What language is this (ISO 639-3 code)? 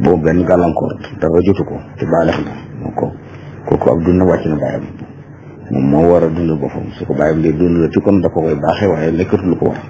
wol